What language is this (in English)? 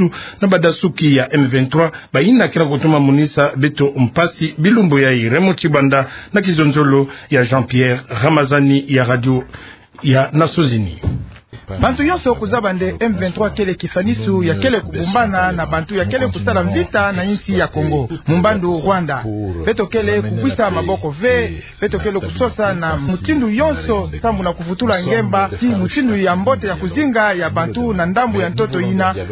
Kituba (Democratic Republic of Congo)